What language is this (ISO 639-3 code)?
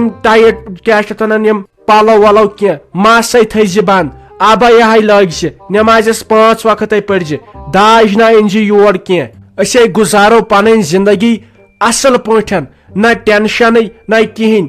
kas